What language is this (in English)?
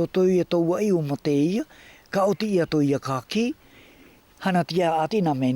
South Marquesan